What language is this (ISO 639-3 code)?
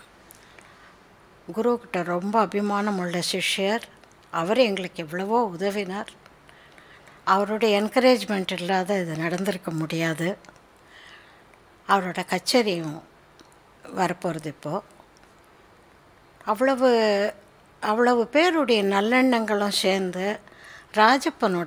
tam